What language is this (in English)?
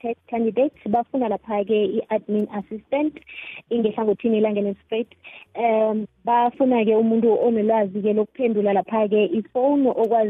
South Ndebele